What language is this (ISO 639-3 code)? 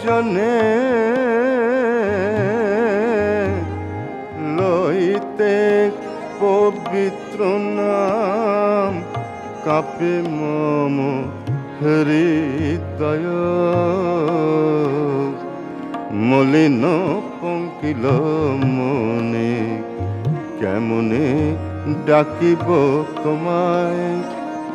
ben